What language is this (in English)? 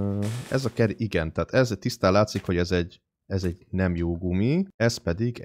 Hungarian